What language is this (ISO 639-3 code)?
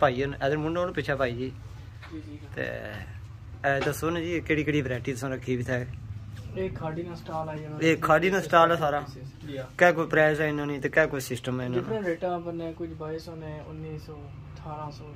pan